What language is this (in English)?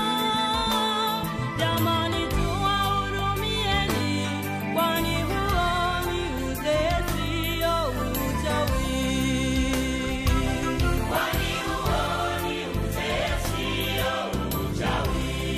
Swahili